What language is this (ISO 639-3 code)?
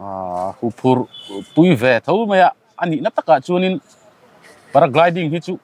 lus